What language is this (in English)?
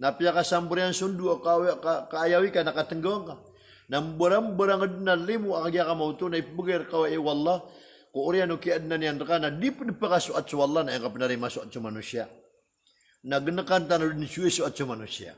Maranao